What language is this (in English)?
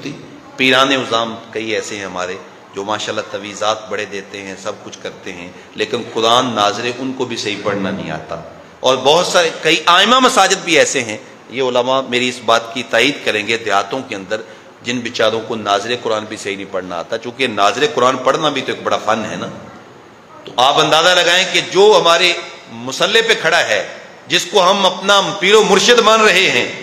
Urdu